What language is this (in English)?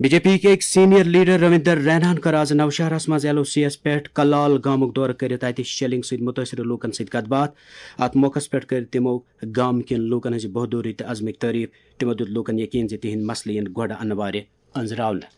Kashmiri